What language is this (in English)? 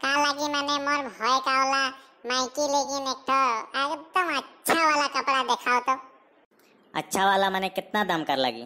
Sadri